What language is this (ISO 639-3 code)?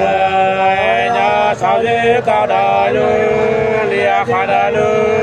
nut